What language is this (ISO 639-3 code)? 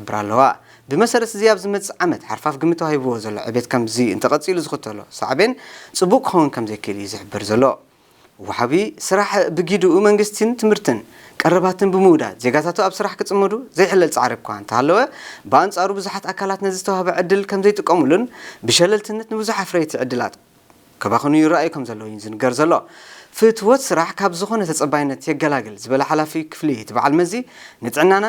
tir